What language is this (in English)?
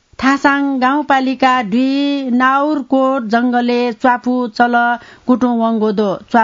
Newari